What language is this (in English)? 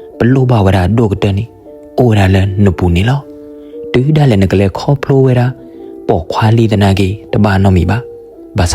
S'gaw Karen